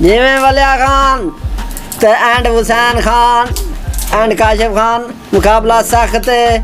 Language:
Saraiki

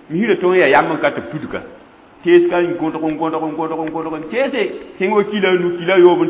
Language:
Mossi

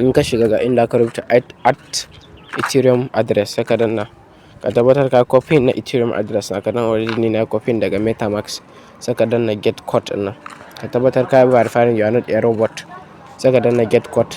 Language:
Hausa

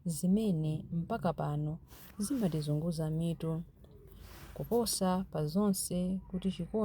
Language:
Nyanja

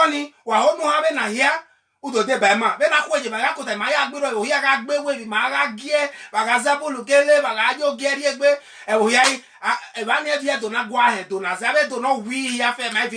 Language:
Bini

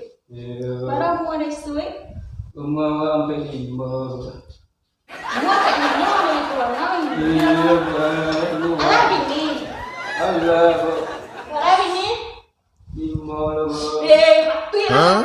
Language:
Minangkabau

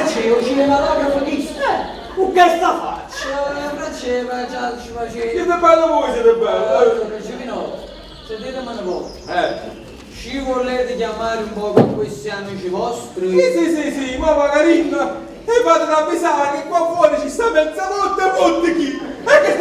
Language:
Neapolitan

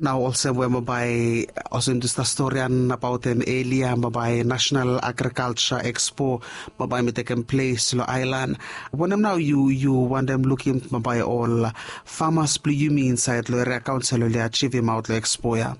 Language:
Bislama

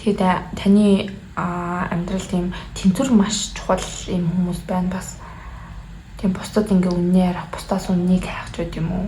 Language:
Mongolian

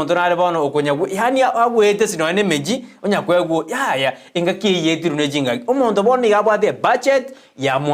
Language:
Gusii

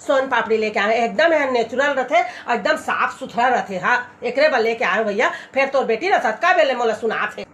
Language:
Chhattisgarhi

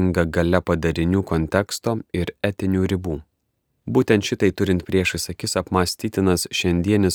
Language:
Lithuanian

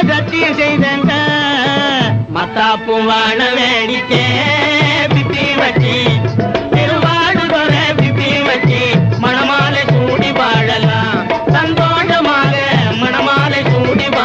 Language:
Tamil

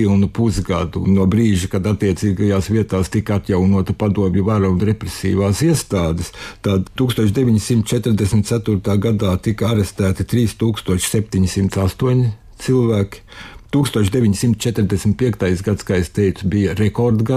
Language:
Latvian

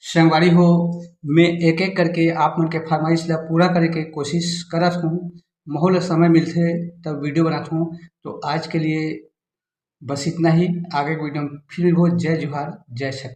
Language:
Chhattisgarhi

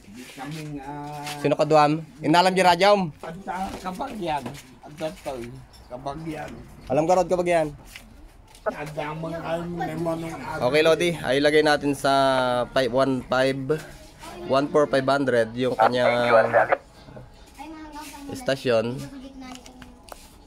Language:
Filipino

